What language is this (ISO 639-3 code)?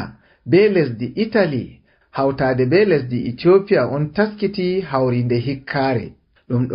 ful